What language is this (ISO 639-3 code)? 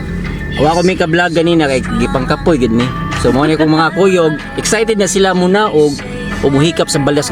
ceb